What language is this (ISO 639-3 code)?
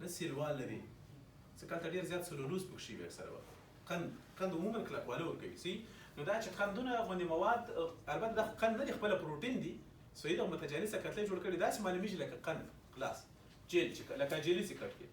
pus